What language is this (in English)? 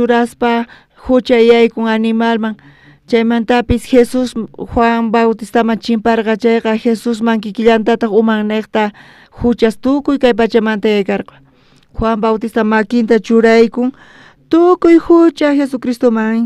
South Bolivian Quechua